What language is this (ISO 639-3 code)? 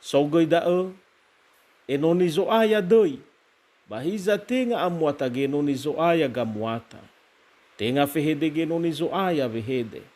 nia